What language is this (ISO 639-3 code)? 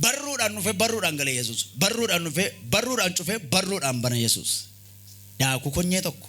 orm